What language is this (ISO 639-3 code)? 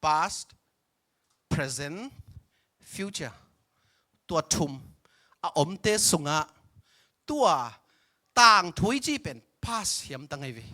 ctd